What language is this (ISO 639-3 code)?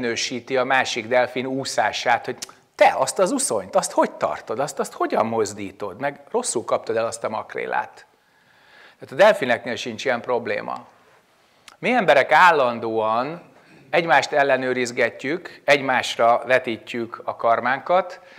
hun